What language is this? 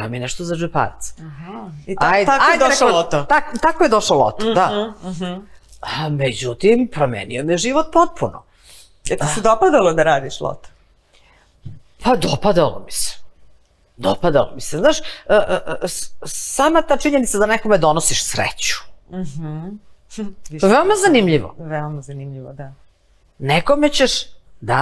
Serbian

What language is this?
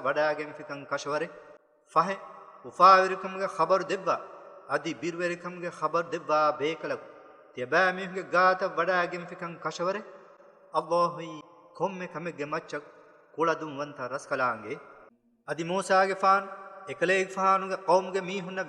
Divehi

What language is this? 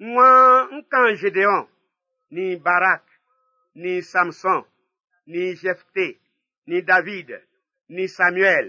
Baoulé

